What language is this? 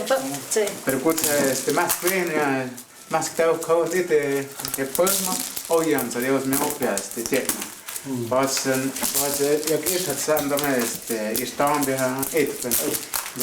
Totontepec Mixe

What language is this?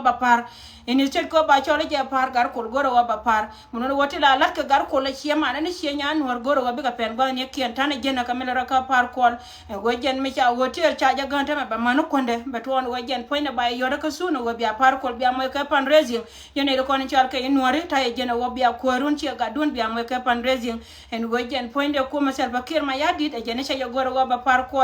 Nuer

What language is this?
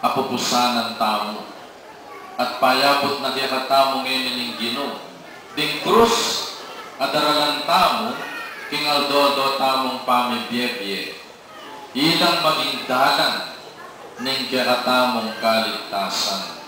Pampanga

